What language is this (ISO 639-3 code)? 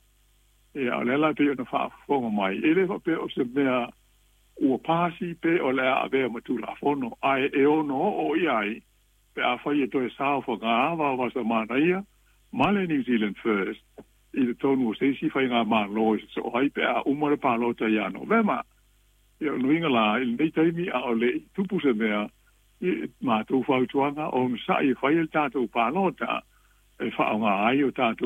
smo